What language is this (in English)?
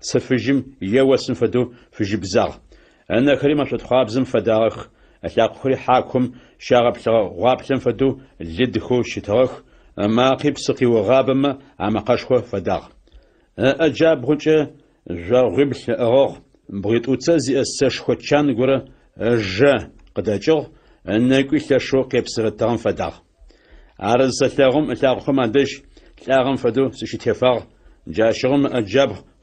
Adyghe